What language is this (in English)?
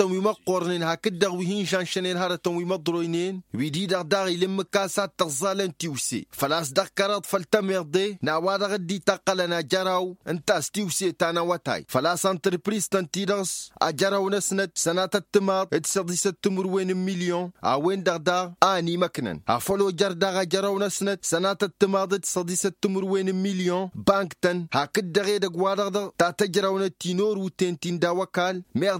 Tamasheq